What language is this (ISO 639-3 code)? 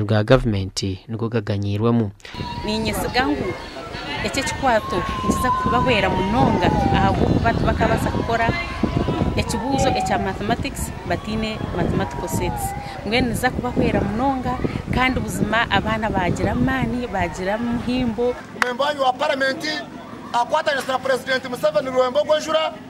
nyn